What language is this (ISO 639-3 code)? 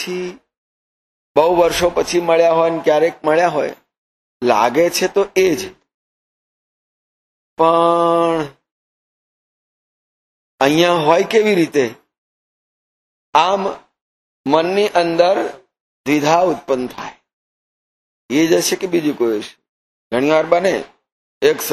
guj